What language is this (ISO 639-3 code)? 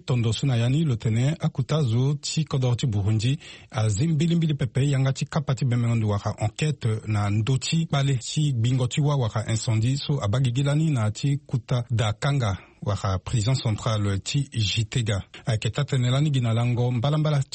sag